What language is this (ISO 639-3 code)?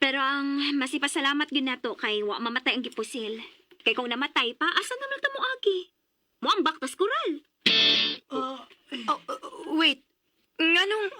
ceb